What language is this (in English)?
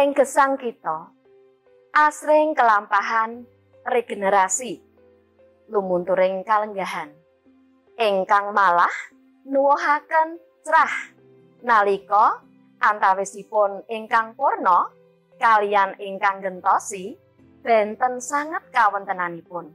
Javanese